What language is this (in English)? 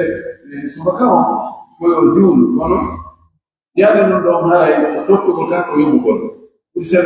Pular